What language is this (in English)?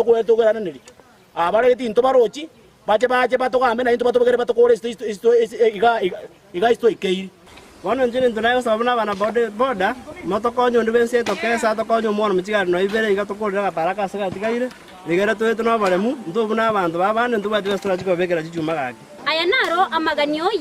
Gusii